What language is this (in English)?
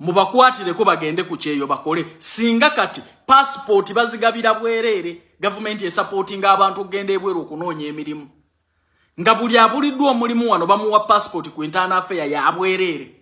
Ganda